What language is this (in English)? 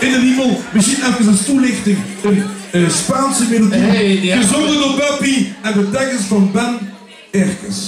Limburgish